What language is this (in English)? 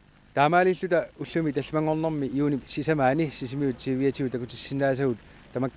Kalaallisut